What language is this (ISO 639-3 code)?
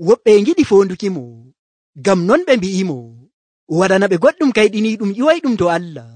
fuv